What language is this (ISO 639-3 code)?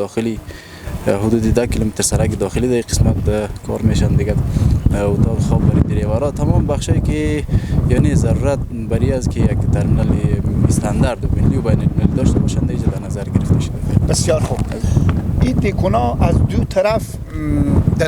haz